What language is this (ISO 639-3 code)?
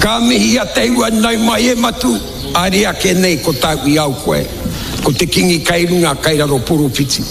mri